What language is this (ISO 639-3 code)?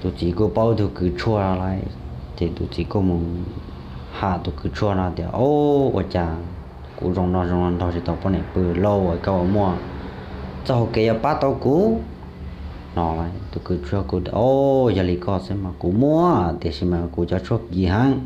hmn